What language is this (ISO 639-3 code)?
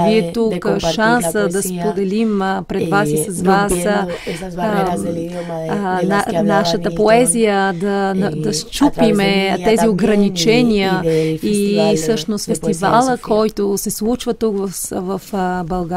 bul